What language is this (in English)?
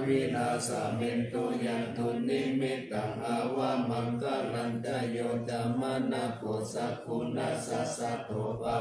Pali